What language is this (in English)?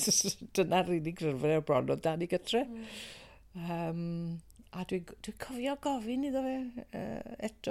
Welsh